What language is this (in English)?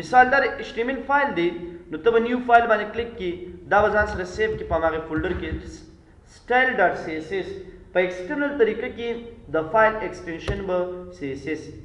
Pashto